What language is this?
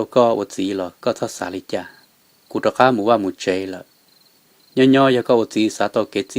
Hmong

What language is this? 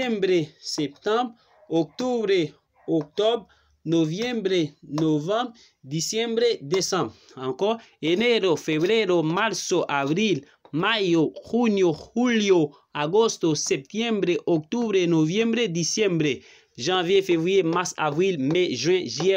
Haitian Creole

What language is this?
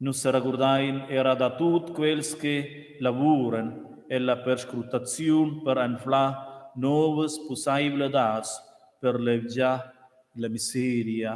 Romansh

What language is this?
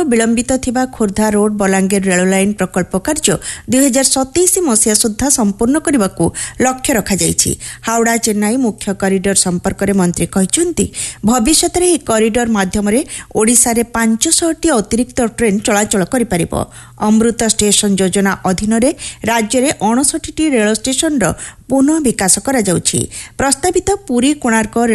Odia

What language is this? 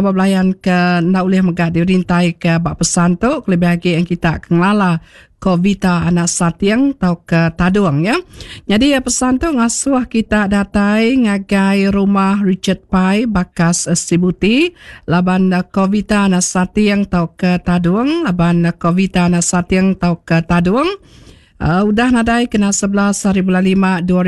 Iban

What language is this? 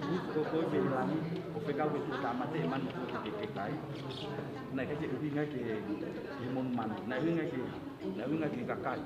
Tongan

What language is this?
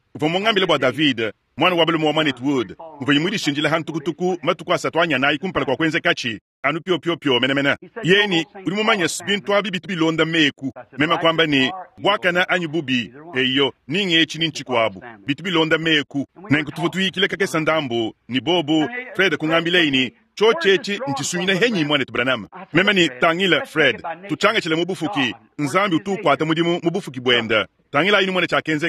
Luba-Lulua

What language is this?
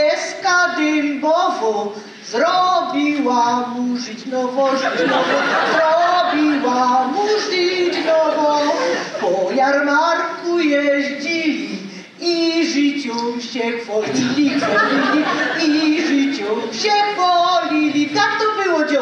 Silesian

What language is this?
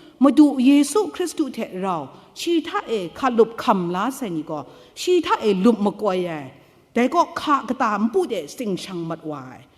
Kachin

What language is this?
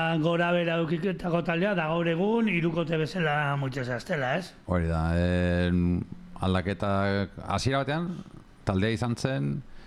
Basque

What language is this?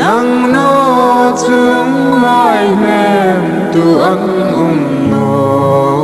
Hmar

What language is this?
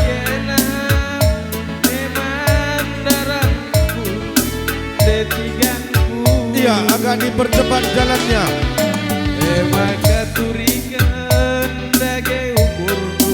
Batak Karo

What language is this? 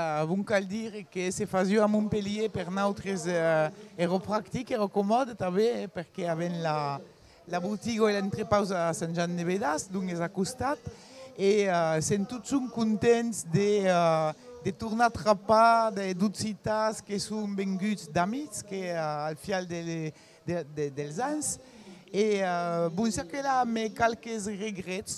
Occitan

